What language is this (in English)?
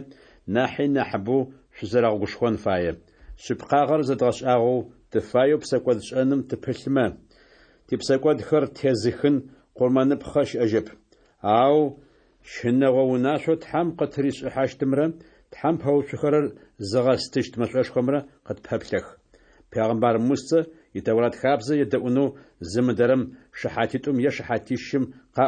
Adyghe